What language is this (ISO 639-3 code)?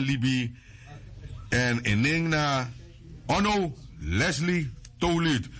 srn